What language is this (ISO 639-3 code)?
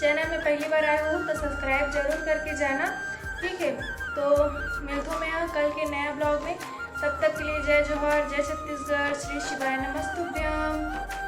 hne